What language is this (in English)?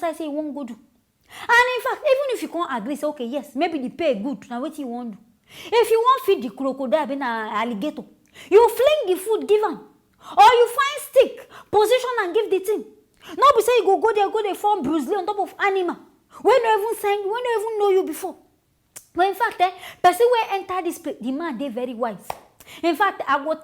Nigerian Pidgin